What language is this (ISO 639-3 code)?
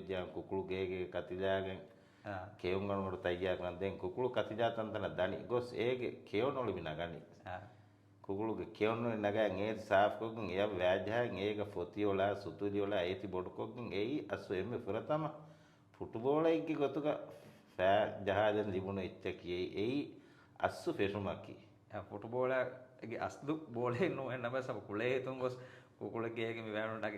div